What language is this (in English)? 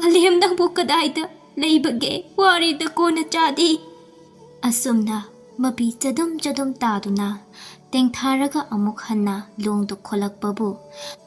Manipuri